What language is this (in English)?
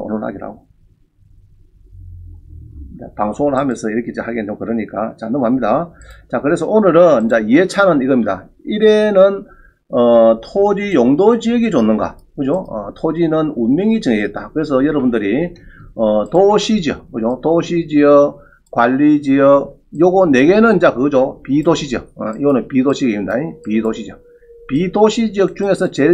Korean